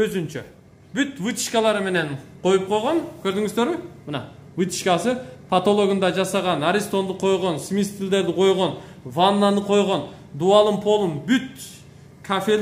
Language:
Kyrgyz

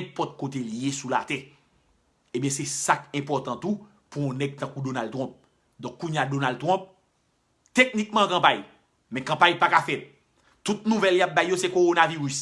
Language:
Haitian Creole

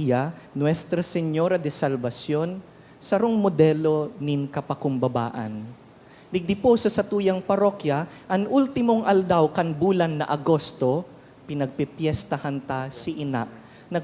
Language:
Bikol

